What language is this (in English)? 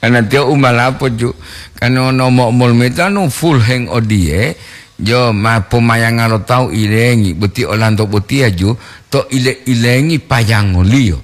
Gorontalo